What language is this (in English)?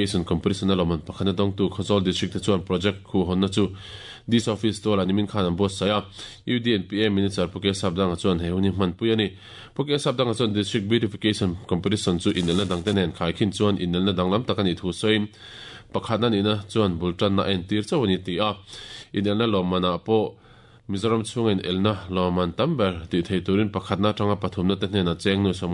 Mizo